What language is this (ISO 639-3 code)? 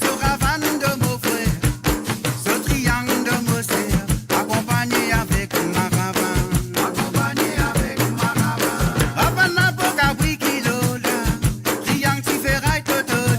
mfe